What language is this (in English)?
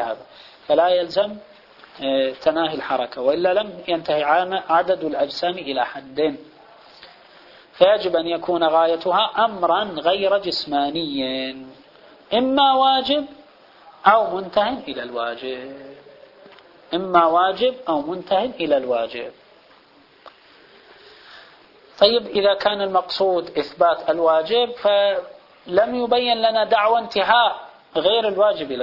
Arabic